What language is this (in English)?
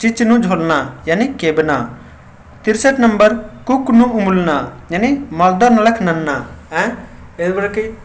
Kurukh